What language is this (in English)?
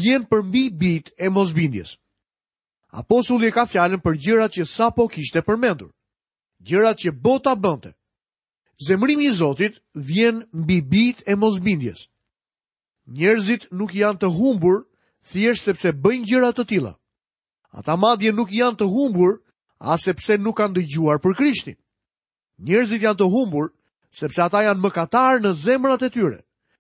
Albanian